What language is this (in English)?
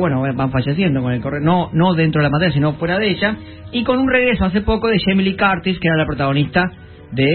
Spanish